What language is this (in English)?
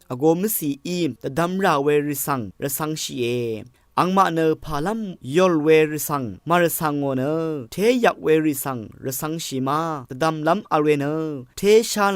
Rawang